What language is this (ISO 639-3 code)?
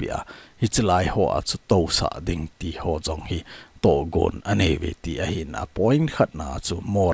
tcz